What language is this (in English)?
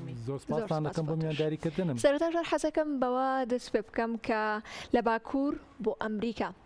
Central Kurdish